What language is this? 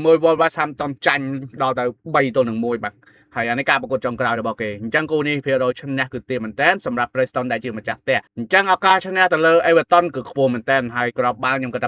Khmer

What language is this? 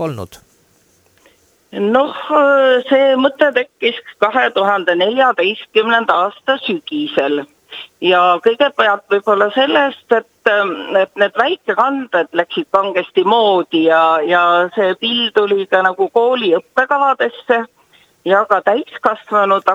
Estonian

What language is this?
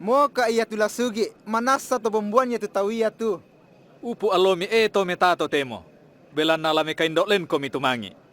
Toraja-Sa'dan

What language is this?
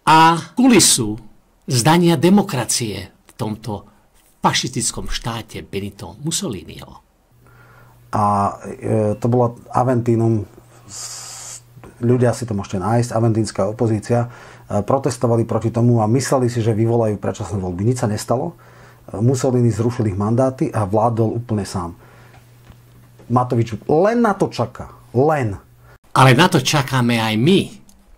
Slovak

